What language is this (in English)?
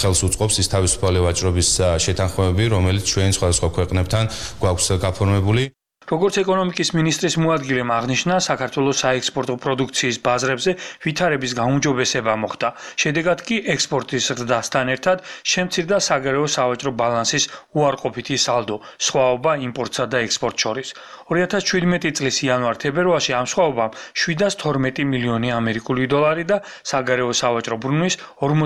Georgian